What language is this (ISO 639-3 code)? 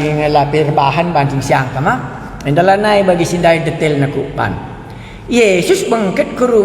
btx